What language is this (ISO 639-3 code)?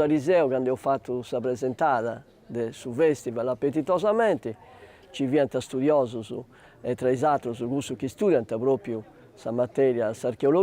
srd